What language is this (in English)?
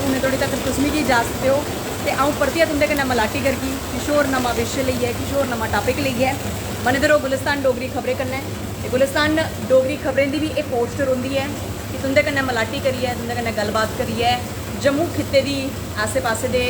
Dogri